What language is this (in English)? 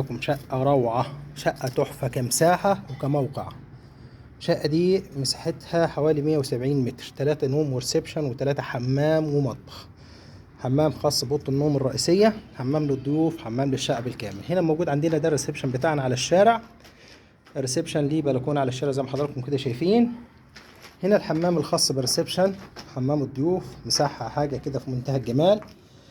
Egyptian Arabic